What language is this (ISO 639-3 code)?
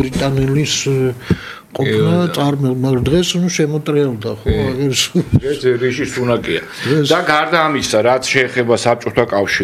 kat